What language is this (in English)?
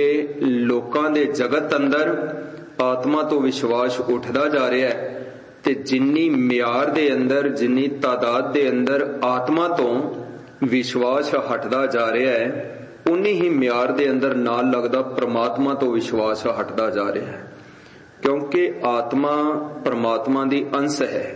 Punjabi